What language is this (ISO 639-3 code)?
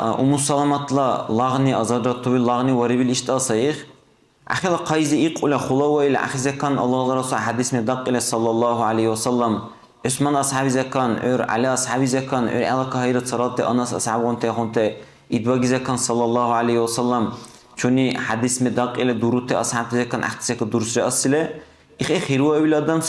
dar